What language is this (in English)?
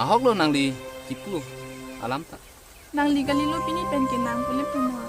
Karbi